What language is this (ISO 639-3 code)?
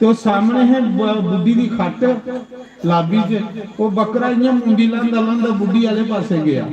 doi